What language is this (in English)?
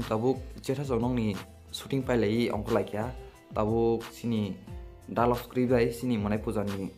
Kok Borok